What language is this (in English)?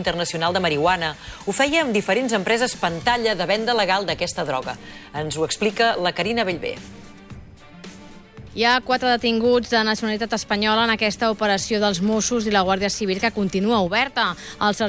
Catalan